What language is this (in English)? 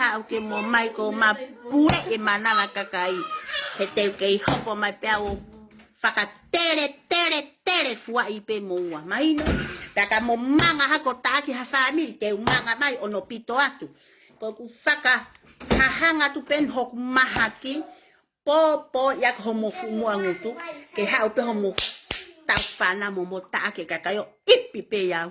Tongan